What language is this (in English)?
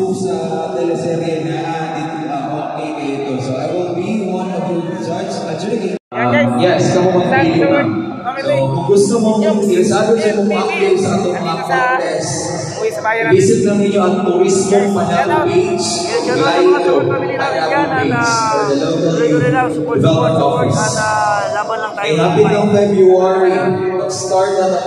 Filipino